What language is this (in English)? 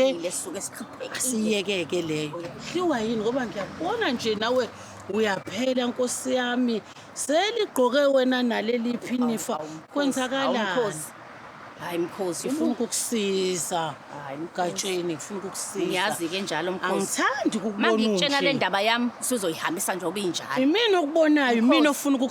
Zulu